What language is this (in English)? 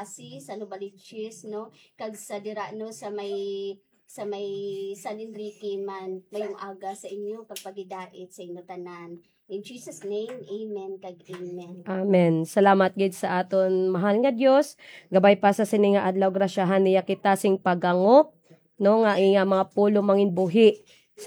Hiligaynon